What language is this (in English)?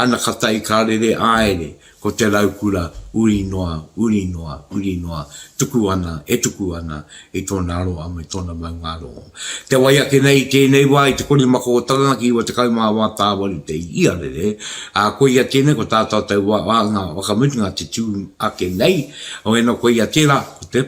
Māori